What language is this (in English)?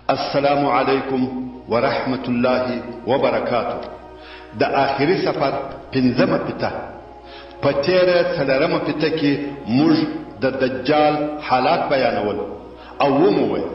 Pashto